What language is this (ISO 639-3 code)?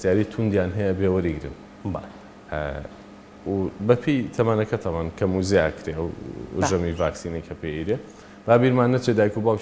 ckb